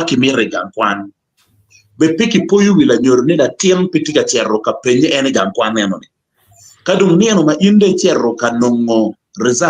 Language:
Acoli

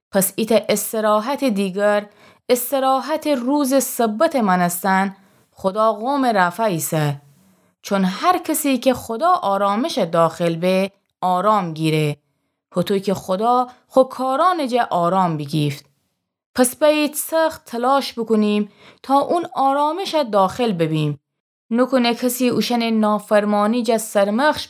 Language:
Gilaki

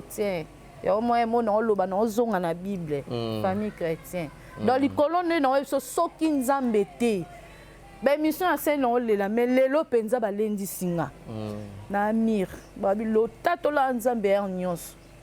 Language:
Lingala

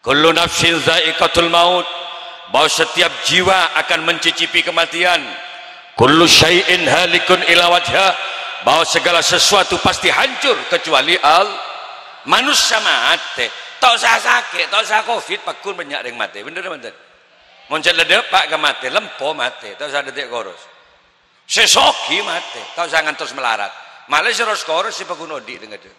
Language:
Madurese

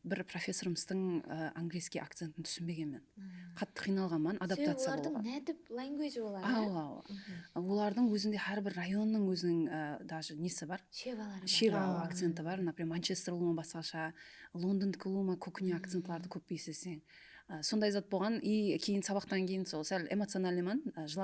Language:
Kara-Kalpak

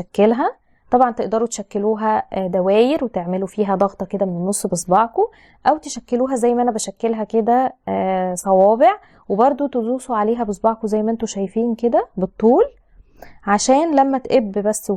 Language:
Egyptian Arabic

